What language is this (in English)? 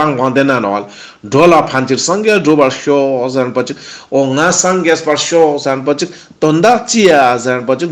Ladakhi